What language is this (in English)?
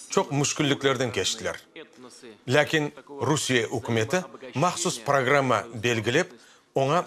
Crimean Tatar